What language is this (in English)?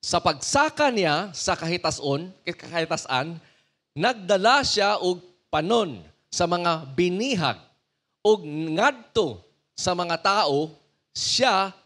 Cebuano